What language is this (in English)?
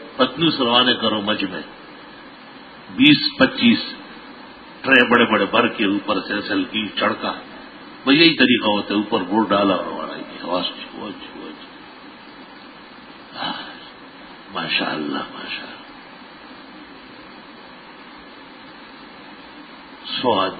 Urdu